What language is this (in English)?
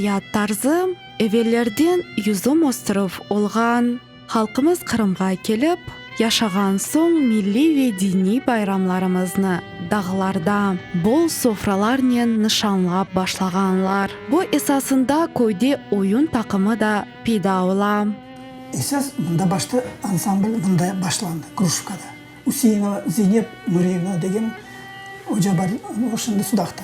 Crimean Tatar